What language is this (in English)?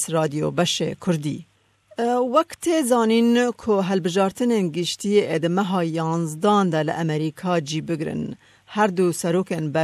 Kurdish